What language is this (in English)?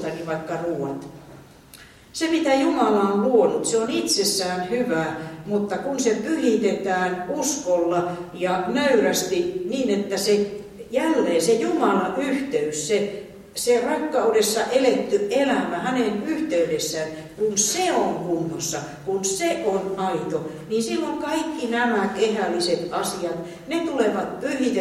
Finnish